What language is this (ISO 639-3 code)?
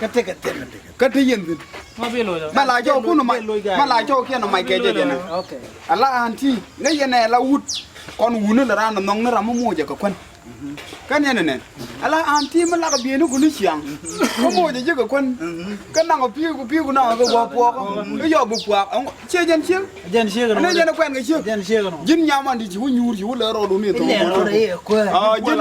nus